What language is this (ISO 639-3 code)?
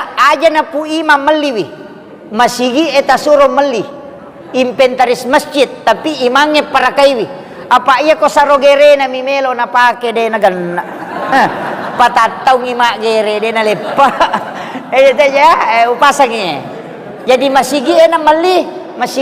bug